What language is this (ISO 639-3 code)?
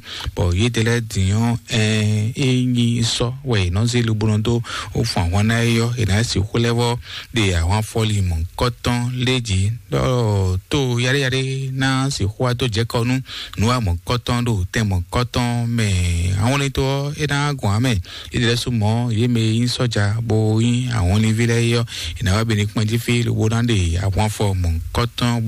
fon